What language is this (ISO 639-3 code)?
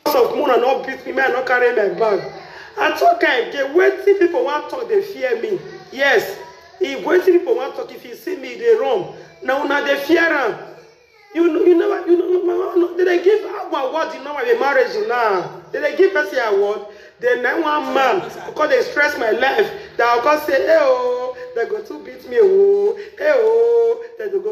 pcm